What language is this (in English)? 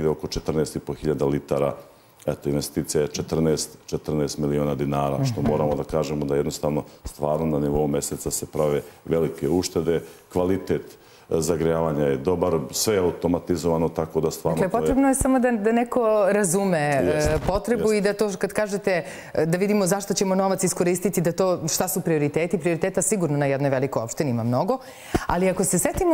Serbian